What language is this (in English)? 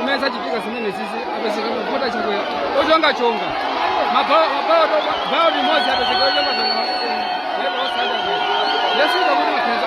Nyanja